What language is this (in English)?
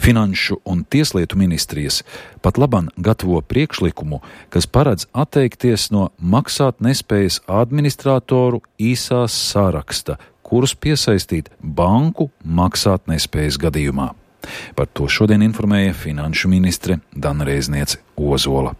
Latvian